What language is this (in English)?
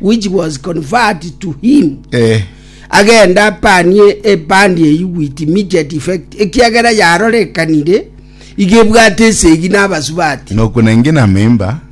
Gusii